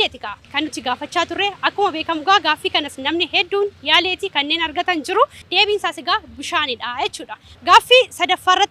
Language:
Oromo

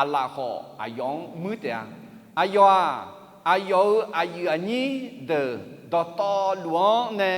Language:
Akha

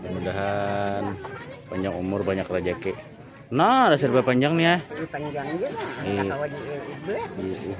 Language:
Banjar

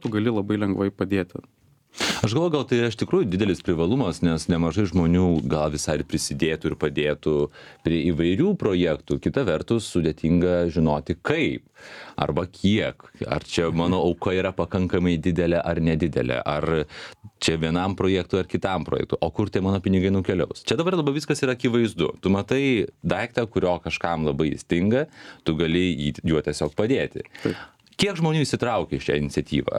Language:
Lithuanian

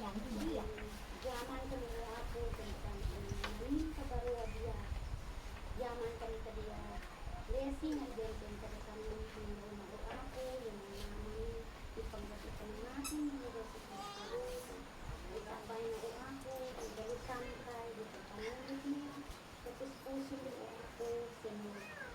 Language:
Isnag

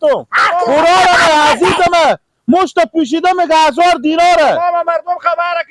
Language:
Persian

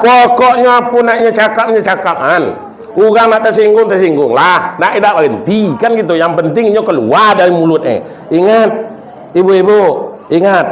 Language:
Minangkabau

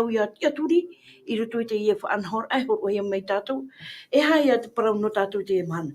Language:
Tahitian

